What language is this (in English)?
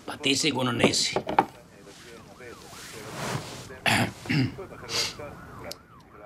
Croatian